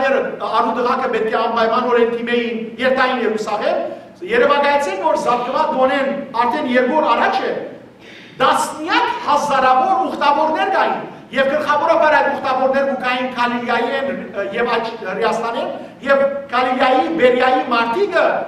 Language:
Western Armenian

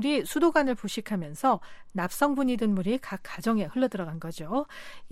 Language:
Korean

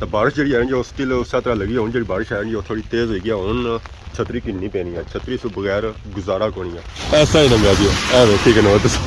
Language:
Pahari-Potwari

